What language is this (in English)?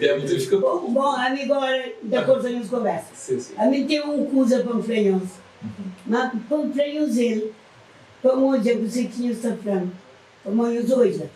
Kabuverdianu